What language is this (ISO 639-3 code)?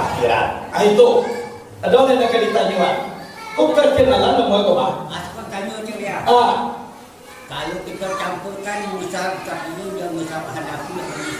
min